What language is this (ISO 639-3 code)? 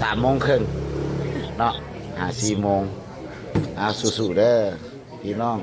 lao